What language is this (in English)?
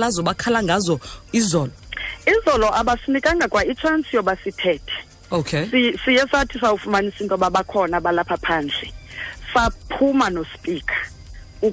Xhosa